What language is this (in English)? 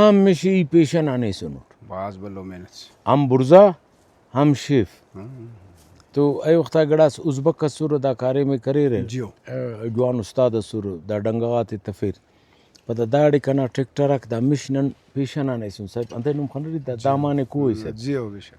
Brahui